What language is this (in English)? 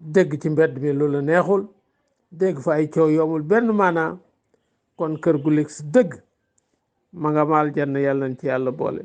Wolof